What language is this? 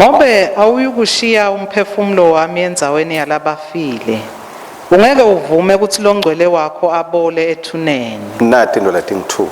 Swati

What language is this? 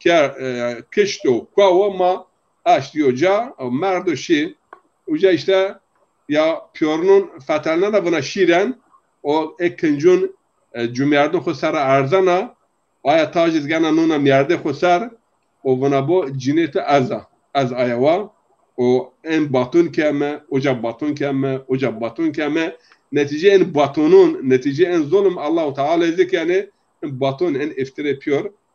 Zaza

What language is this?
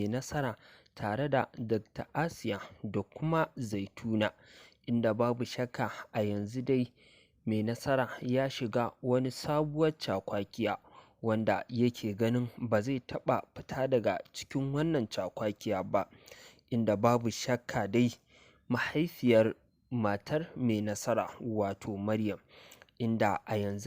Hausa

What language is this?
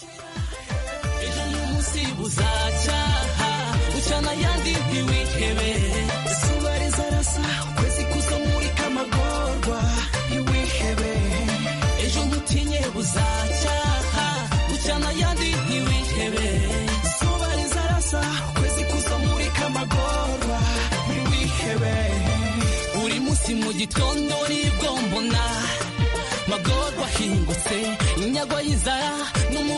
Kinyarwanda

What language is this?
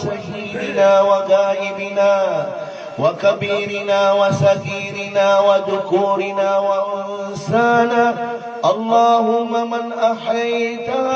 Maranao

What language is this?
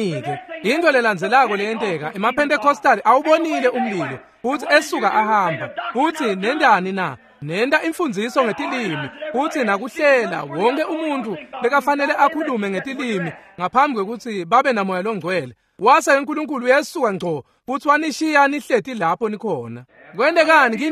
Swati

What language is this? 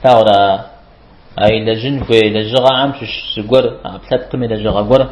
Kabardian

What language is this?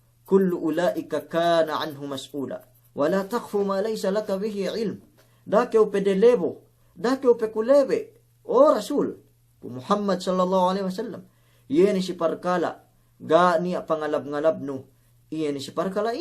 Yakan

